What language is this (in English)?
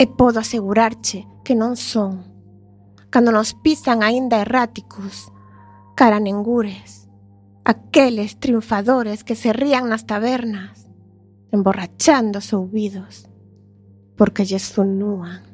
Galician